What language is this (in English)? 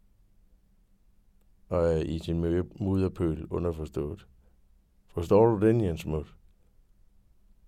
Danish